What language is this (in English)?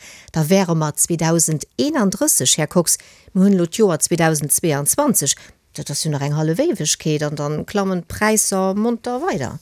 Luxembourgish